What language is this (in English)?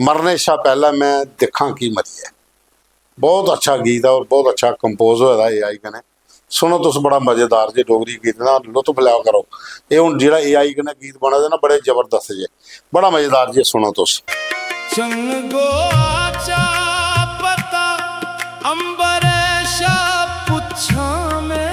Dogri